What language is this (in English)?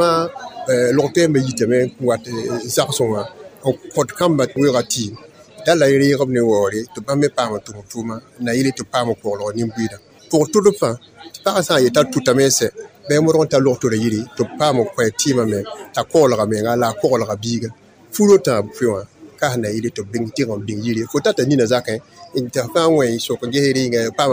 Mossi